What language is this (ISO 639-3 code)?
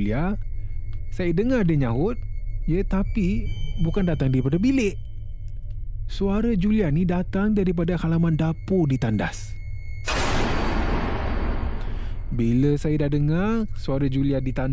msa